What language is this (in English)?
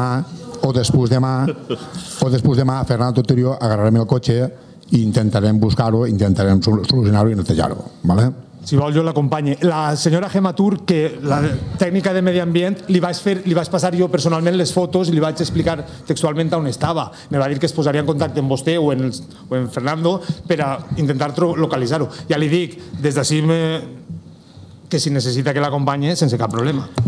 Catalan